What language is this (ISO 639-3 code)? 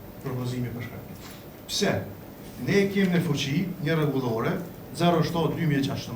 sqi